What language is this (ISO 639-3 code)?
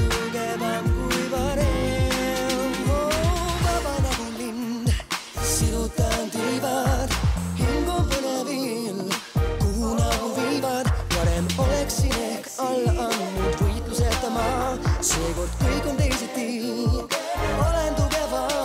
est